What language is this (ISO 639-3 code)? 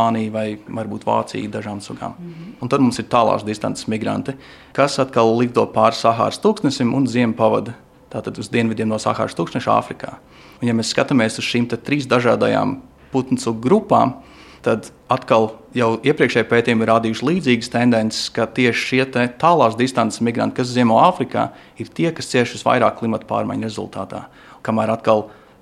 lav